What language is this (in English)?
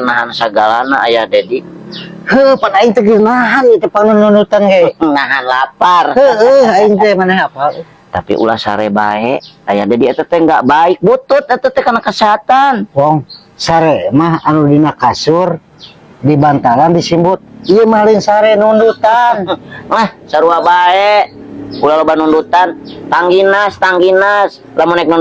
Sundanese